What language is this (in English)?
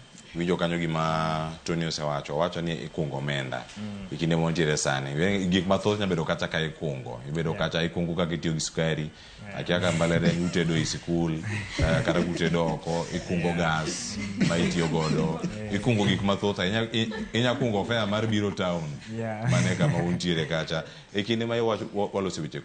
Luo (Kenya and Tanzania)